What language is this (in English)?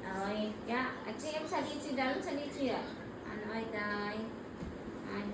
Santali